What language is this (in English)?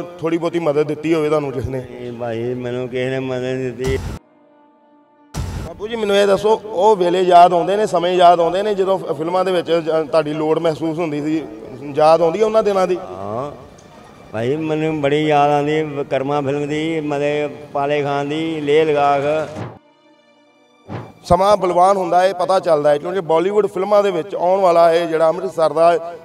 Punjabi